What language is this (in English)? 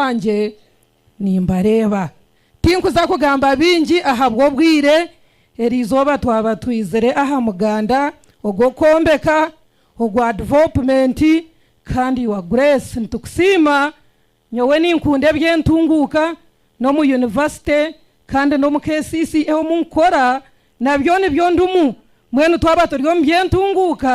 Nyankole